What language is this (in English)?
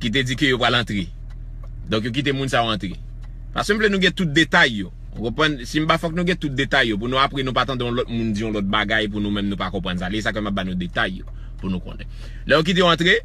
Haitian Creole